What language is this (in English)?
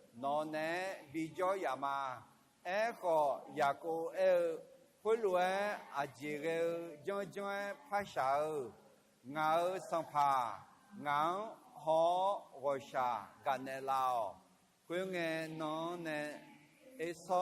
Akha